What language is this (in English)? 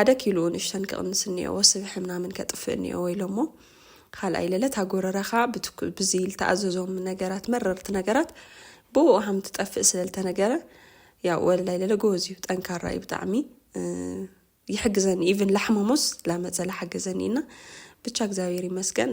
Tigrinya